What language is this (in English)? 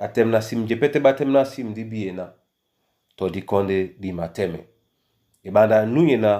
Duala